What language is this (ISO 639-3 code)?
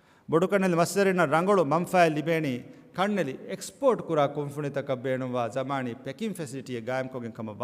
div